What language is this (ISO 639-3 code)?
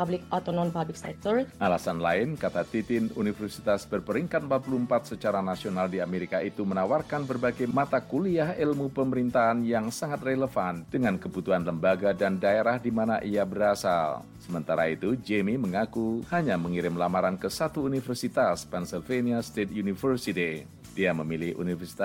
ind